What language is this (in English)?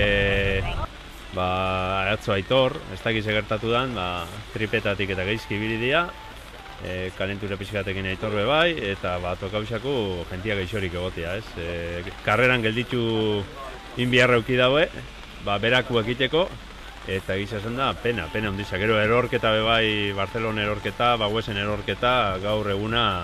Basque